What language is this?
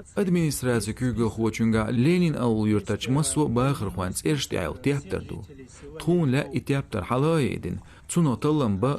Chechen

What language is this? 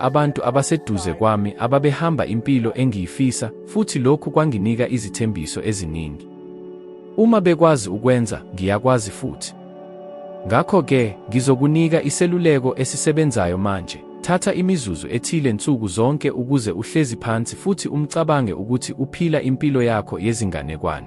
Zulu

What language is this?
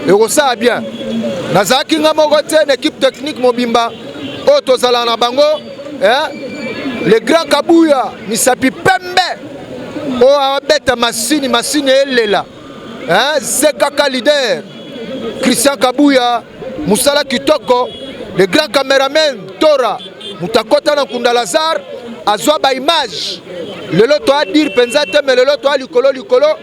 Lingala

